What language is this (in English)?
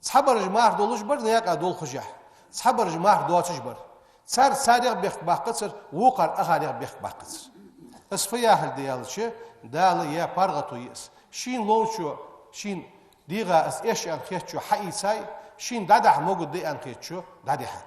Ingush